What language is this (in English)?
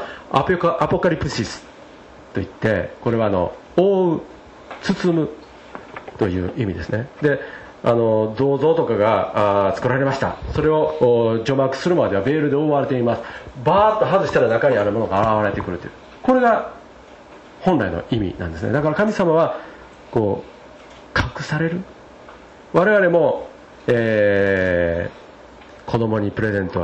Japanese